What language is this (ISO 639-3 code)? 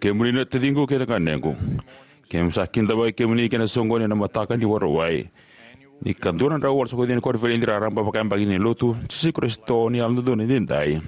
fij